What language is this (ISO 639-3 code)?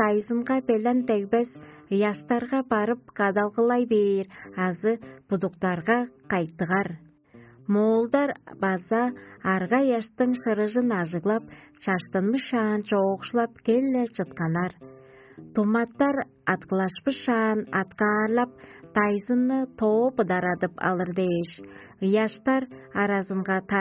tyv